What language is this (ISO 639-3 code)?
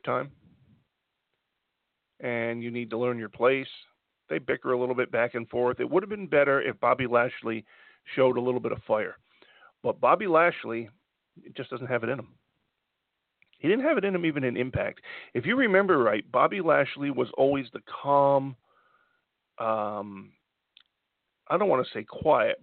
eng